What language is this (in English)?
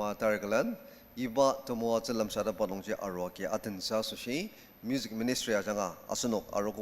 Ao Naga